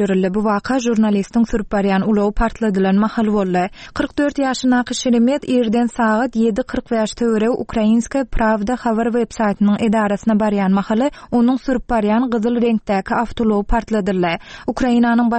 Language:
Turkmen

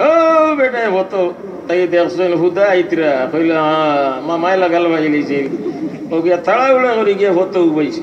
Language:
Sylheti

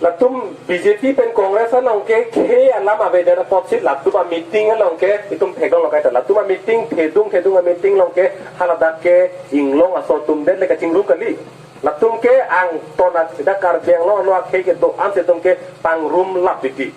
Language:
Karbi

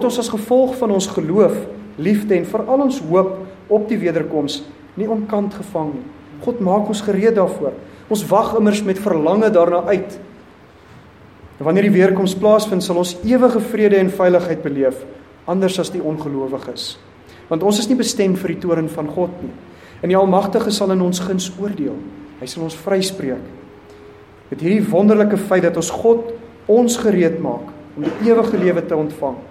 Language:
Afrikaans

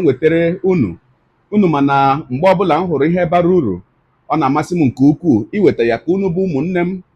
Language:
Igbo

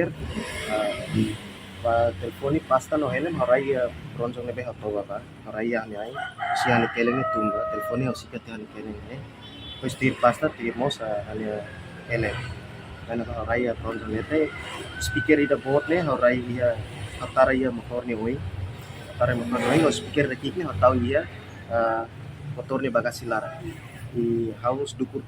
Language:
Tetum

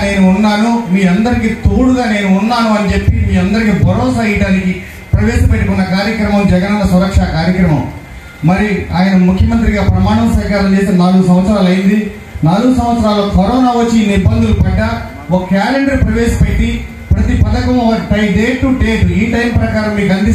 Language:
Telugu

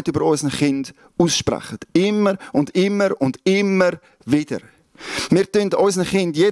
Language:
Swiss German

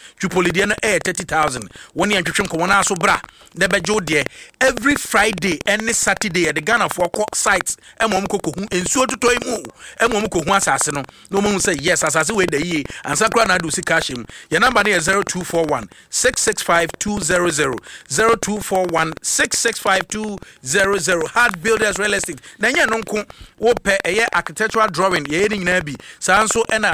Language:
Akan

